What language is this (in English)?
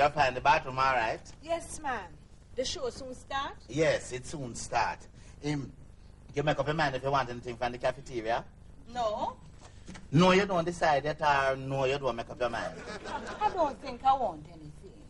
Jamaican Creole English